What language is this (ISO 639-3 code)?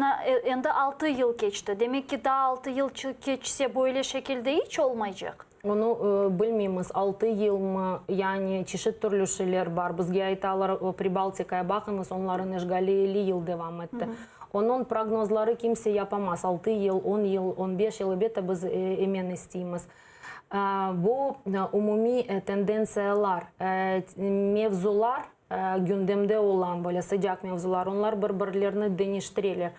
crh